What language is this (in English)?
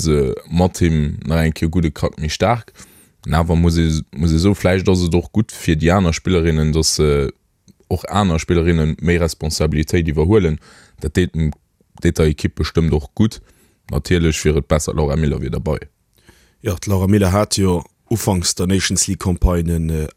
Luxembourgish